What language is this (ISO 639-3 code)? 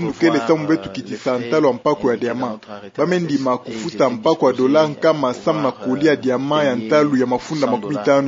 ktu